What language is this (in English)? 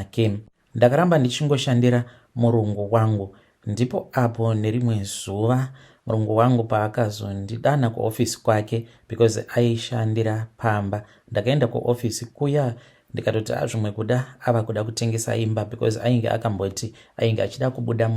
Shona